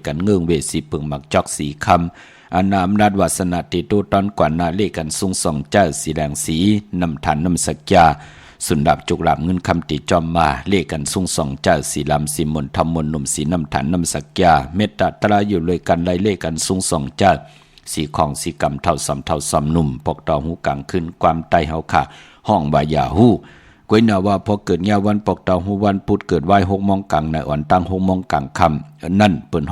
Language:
Shan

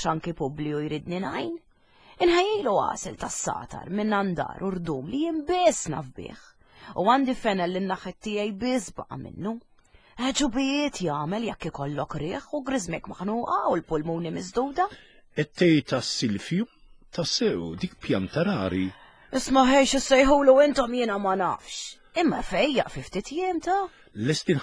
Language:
Maltese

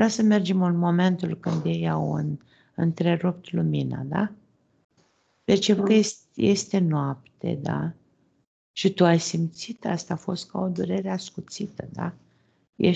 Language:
Romanian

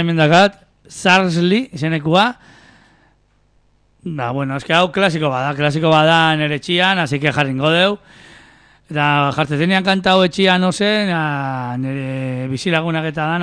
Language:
Basque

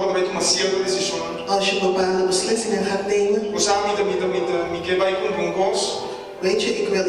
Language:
Papiamento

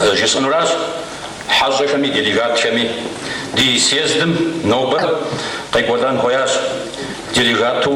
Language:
Kabardian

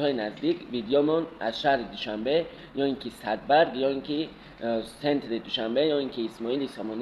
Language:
Tajik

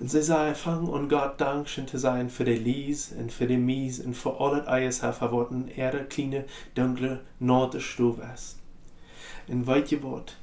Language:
Plautdietsch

